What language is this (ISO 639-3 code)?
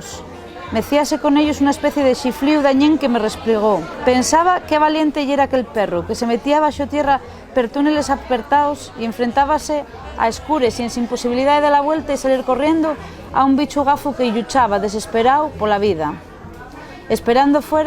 ast